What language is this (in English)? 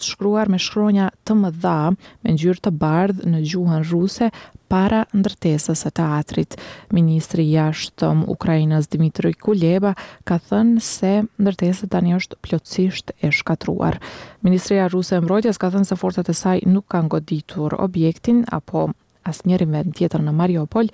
Albanian